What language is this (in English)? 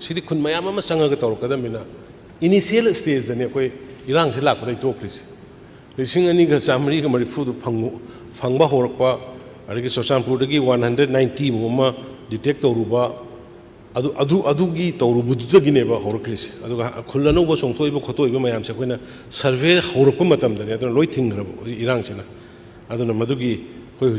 Manipuri